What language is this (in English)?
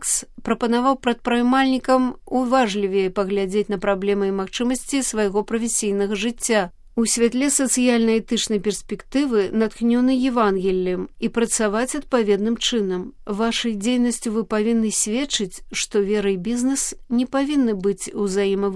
Belarusian